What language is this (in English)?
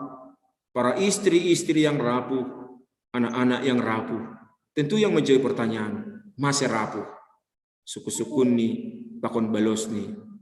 Batak Simalungun